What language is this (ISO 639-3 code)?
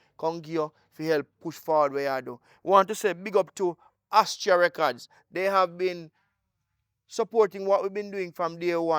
jam